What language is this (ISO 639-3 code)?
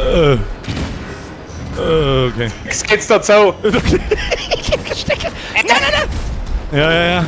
bar